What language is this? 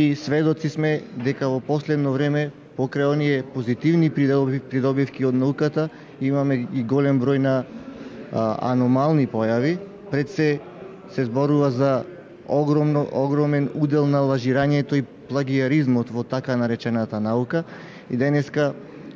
Macedonian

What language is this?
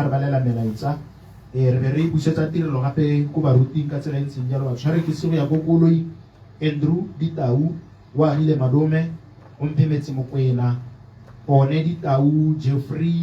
Tswana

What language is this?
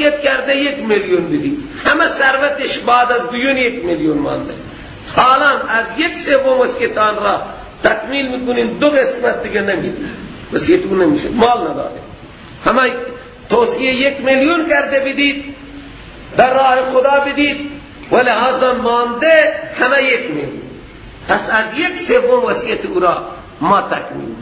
Persian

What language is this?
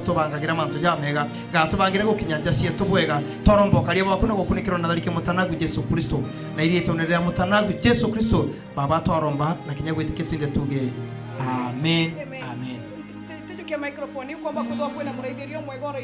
Meru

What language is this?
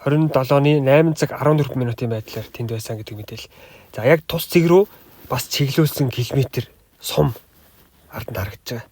Mongolian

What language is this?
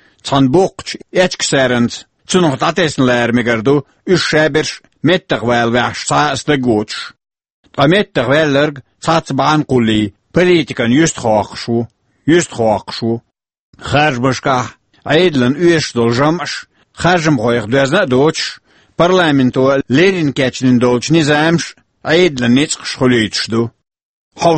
Chechen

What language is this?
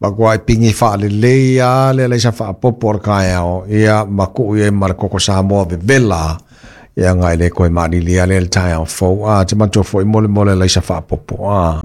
Samoan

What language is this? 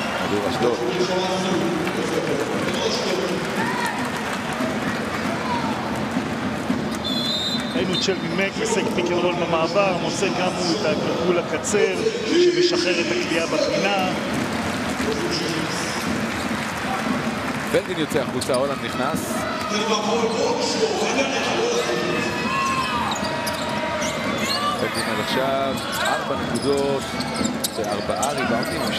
Hebrew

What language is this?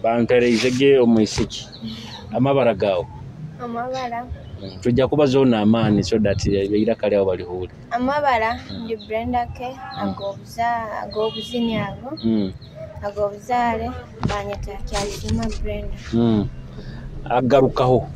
Nyoro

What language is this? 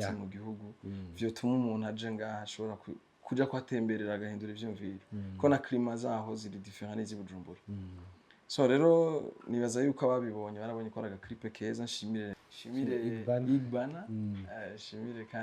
Rundi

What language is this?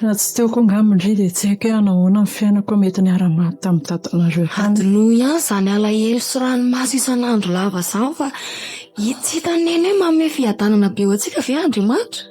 Malagasy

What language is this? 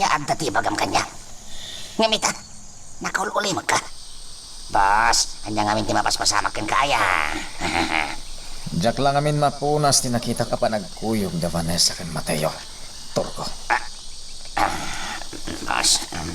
Iloko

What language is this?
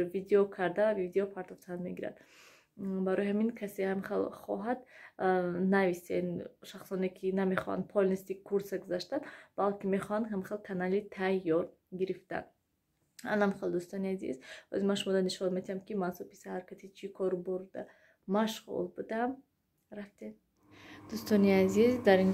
Tajik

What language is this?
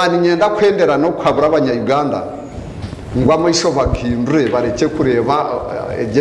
Nyankole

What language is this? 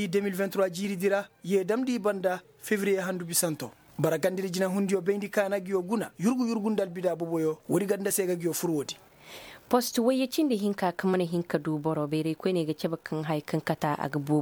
Koyraboro Senni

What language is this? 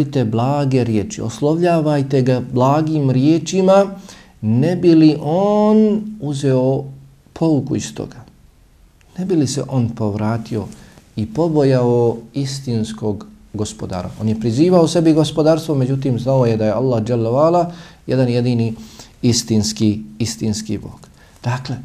Bosnian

